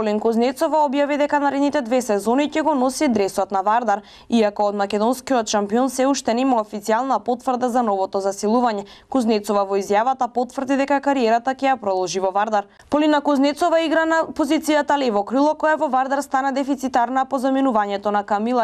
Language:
Macedonian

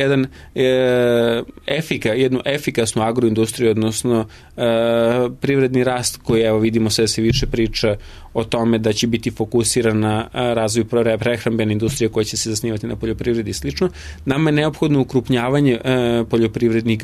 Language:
Serbian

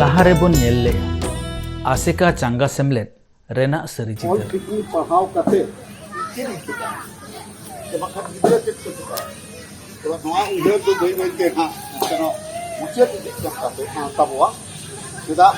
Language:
Santali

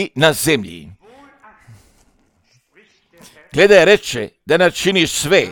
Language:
Croatian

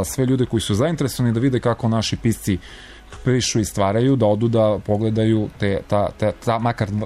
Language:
Serbian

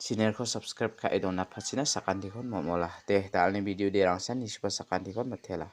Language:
Garo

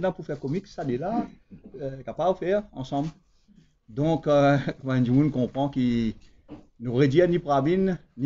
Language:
Morisyen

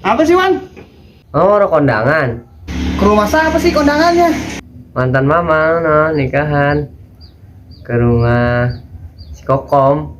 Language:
Betawi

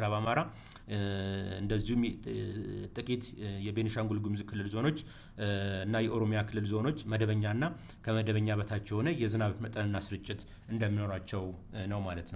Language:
Amharic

